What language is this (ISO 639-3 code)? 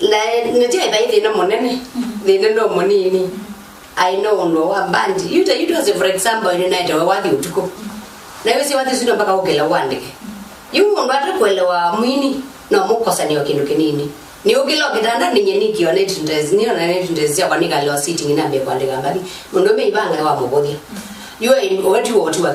kam